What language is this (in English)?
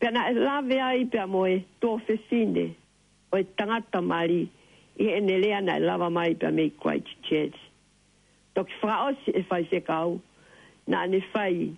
Tongan